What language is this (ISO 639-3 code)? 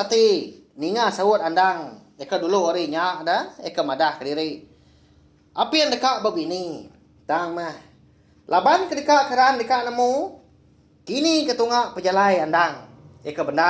iba